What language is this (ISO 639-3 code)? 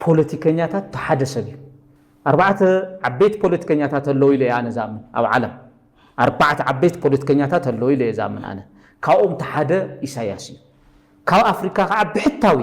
tir